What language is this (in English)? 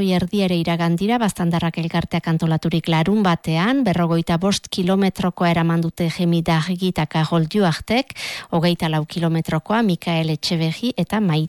Basque